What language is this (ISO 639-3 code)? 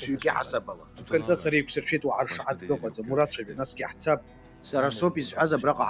abk